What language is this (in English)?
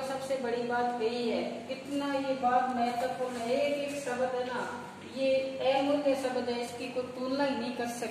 Hindi